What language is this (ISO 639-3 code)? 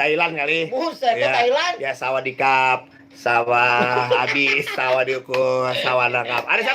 bew